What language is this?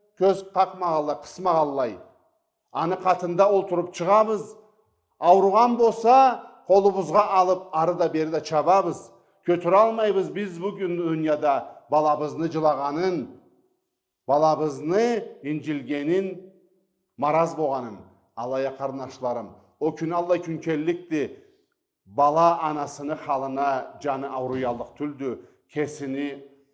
Karachay-Balkar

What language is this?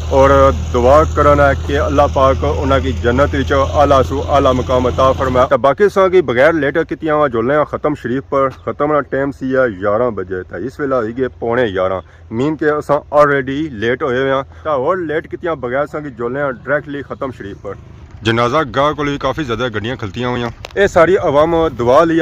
Pahari-Potwari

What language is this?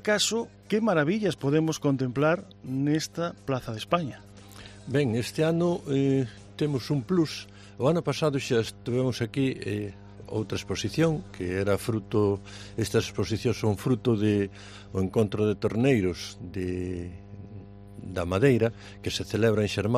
Galician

